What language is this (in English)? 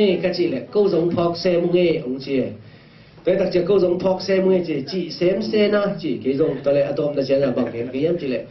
Tedim Chin